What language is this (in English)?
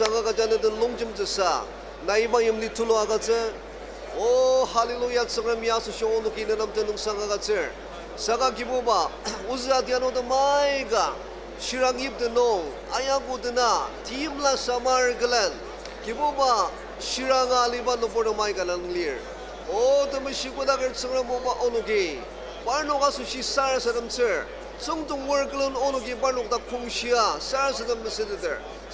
Ao Naga